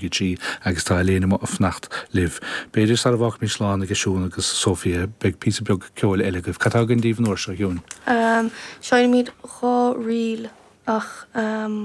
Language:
Irish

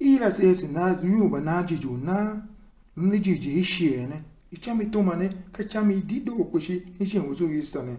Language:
Tiv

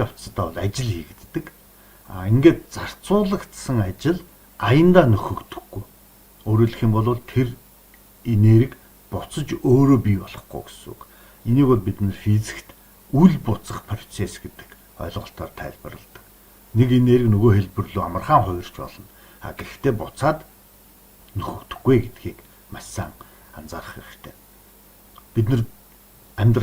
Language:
Mongolian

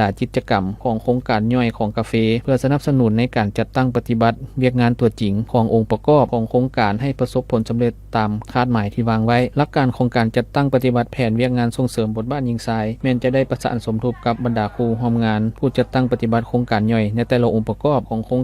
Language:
Lao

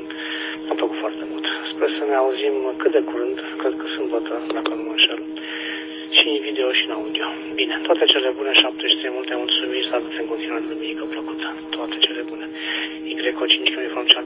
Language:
Romanian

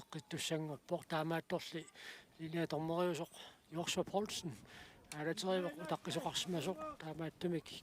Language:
Kalaallisut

